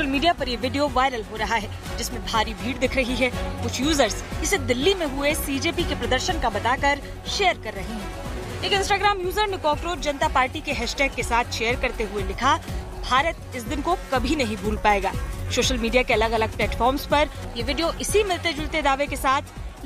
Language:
Hindi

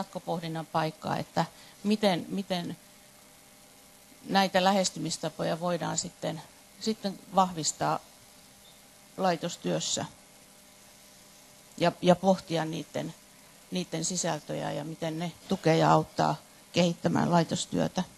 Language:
Finnish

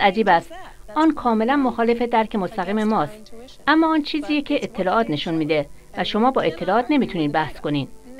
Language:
Persian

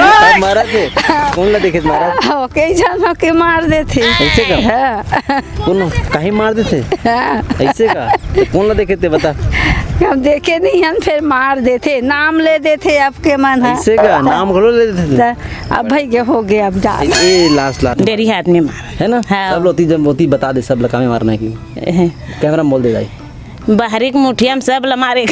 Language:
Chhattisgarhi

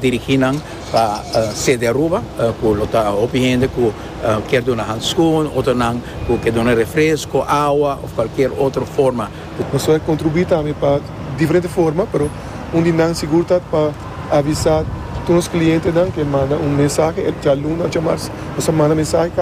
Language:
Papiamento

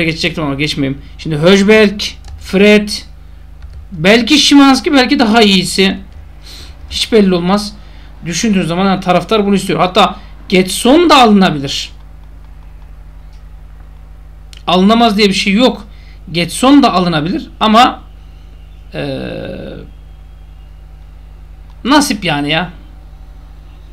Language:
Turkish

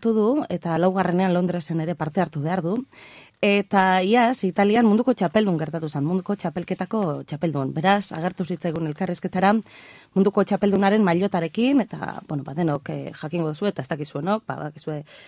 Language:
Basque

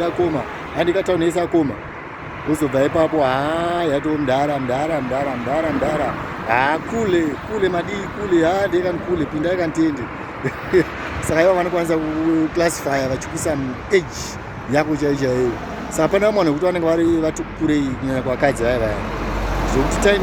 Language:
Shona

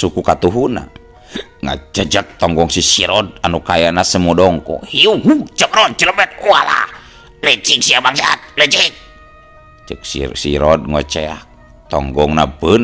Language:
Sundanese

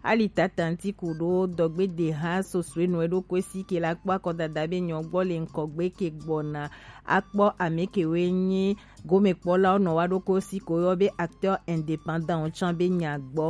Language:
Gen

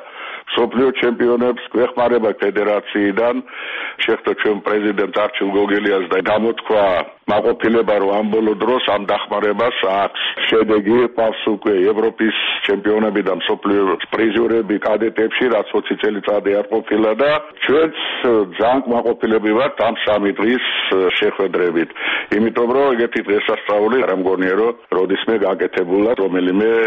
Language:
Georgian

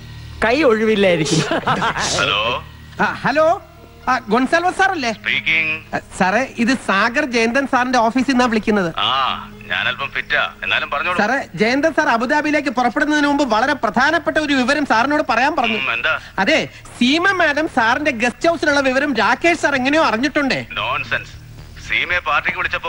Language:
Malayalam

